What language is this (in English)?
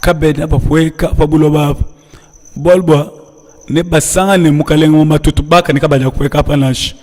Luba-Lulua